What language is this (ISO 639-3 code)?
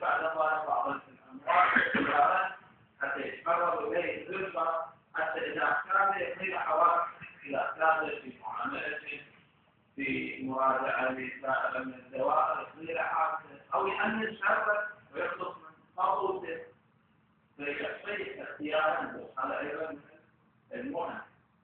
ara